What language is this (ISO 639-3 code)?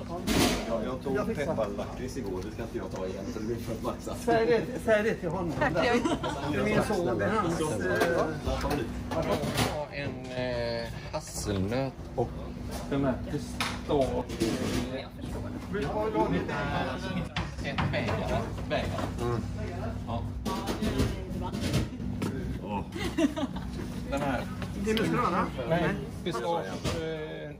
swe